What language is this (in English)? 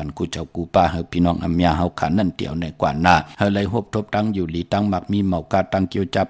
Shan